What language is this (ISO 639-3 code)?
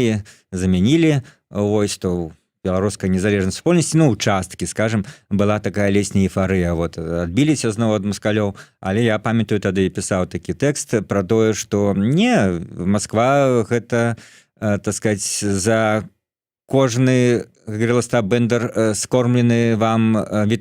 bel